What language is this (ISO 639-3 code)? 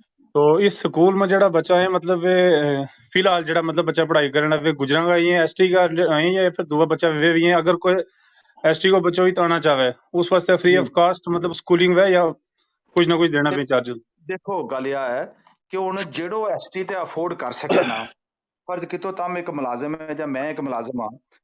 gju